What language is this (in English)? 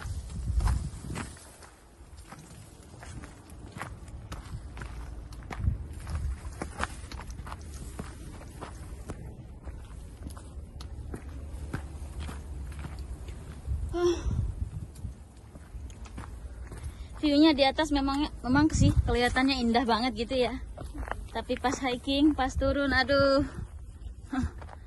Indonesian